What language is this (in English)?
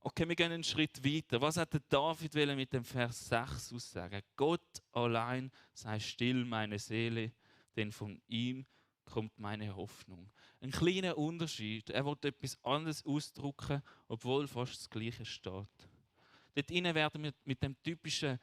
Swiss German